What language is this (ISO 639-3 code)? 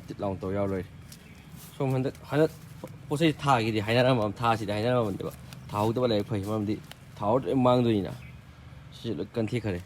mni